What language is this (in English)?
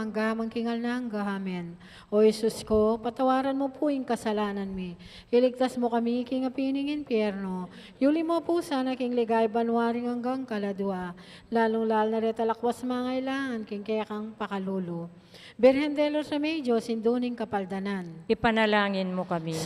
Pampanga